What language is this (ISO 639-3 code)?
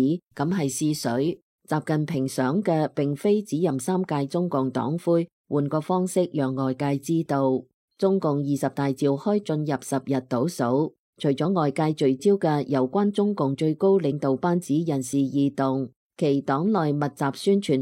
yue